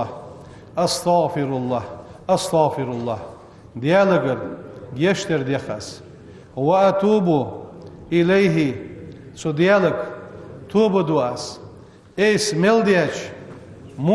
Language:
Ingush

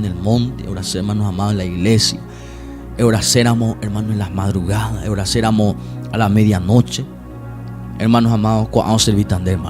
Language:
Guarani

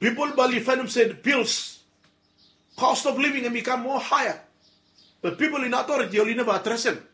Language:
Bislama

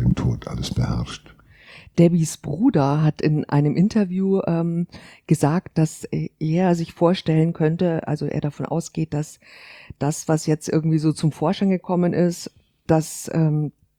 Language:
German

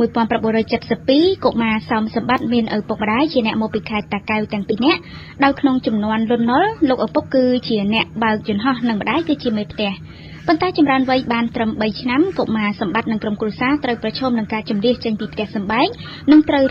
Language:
Khmer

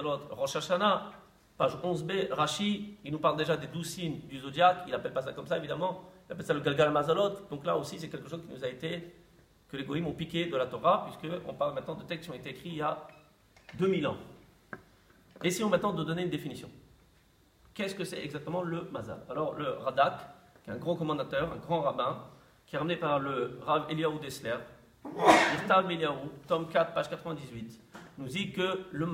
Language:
French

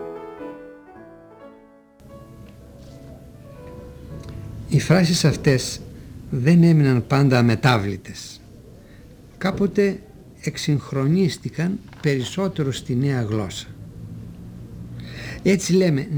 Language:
Greek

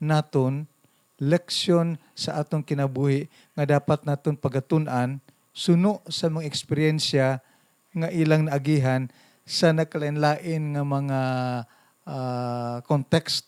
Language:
Hiligaynon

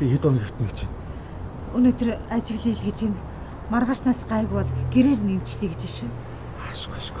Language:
Mongolian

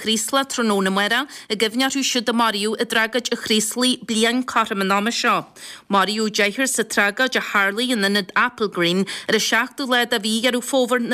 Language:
Irish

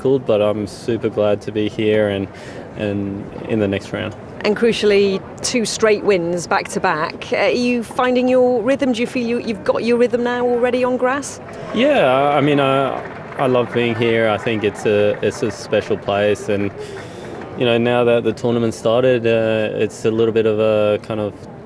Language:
English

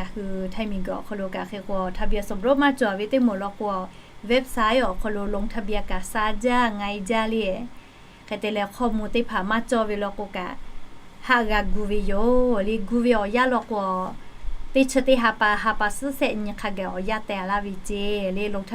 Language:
Lahu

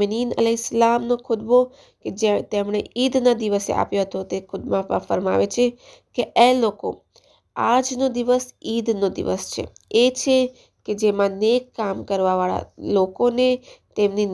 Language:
Gujarati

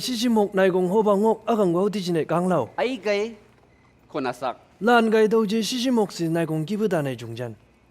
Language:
Chang Naga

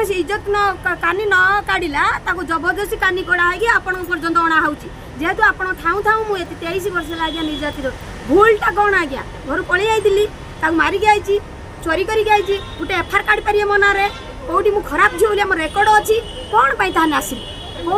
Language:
Odia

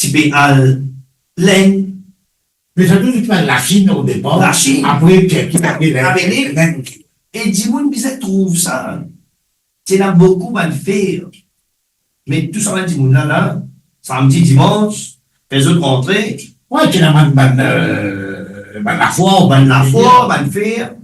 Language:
Morisyen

